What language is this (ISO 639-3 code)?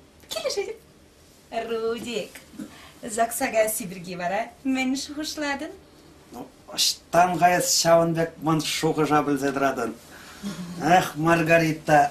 chv